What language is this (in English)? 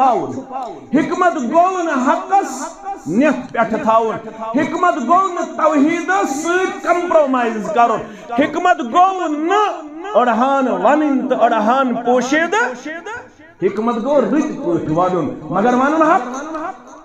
Kashmiri